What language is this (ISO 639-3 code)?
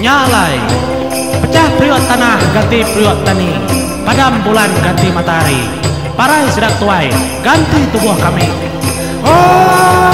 iba